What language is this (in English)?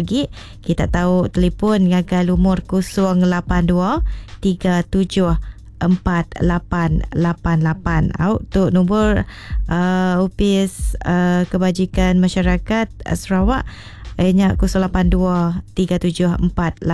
Iban